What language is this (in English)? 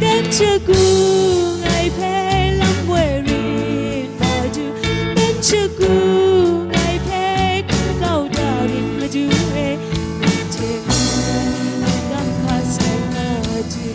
Kachin